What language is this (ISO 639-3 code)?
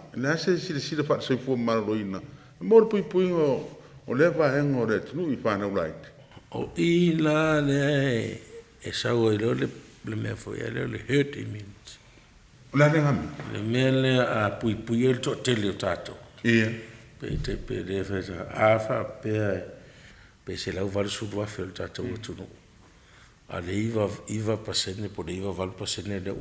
smo